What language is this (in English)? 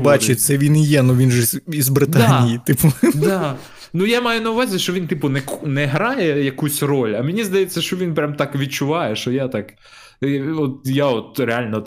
Ukrainian